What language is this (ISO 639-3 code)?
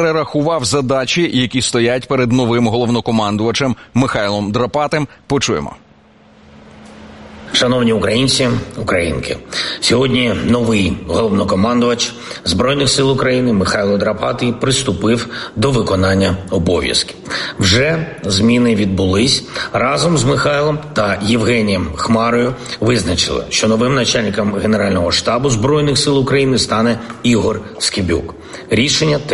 ukr